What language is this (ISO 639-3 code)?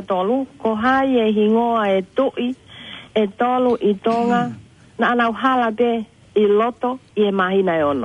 ton